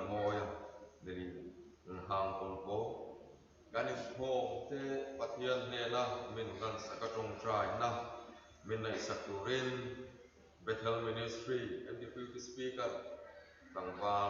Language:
Karbi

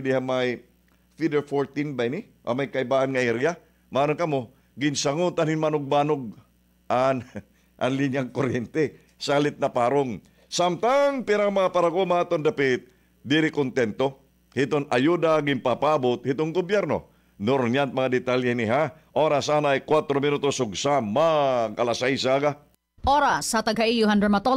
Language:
Waray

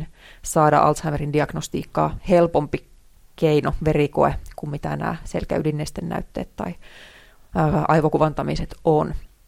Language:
Finnish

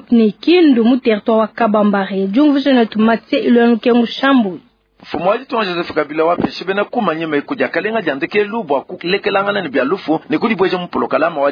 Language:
Luba-Lulua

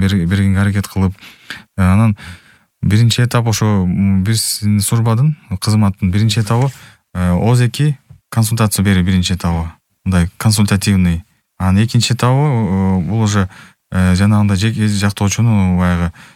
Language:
Kyrgyz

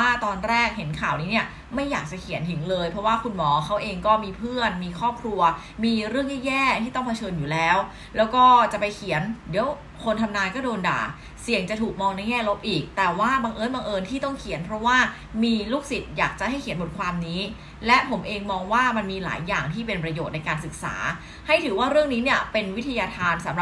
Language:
Thai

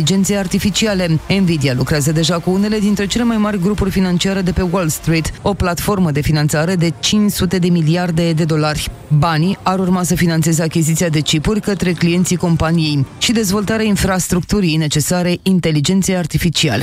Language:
Romanian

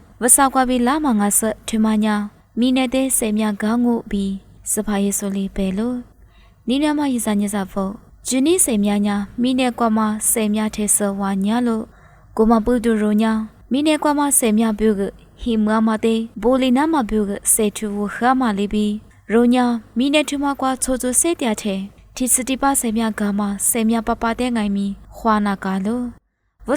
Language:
Lisu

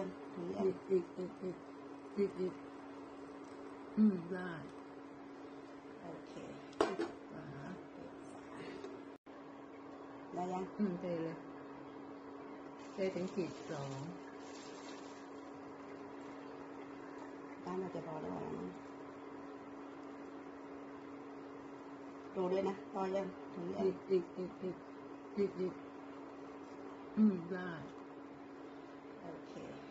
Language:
Thai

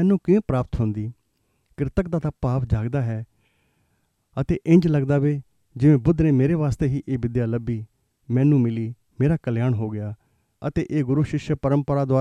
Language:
Punjabi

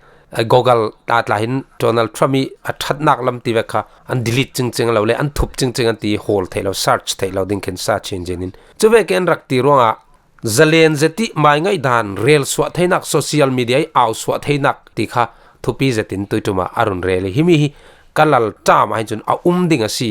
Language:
Falam Chin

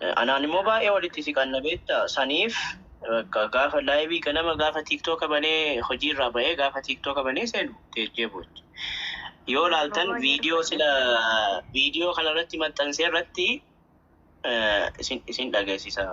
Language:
Oromo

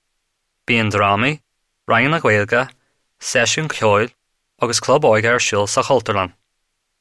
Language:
Irish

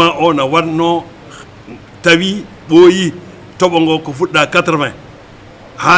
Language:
Fula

